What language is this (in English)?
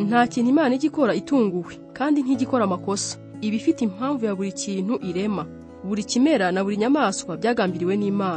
Kinyarwanda